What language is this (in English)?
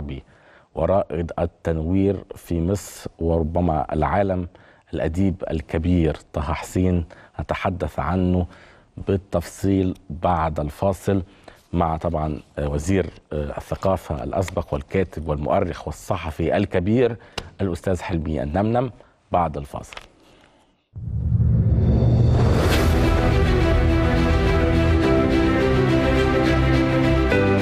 Egyptian Arabic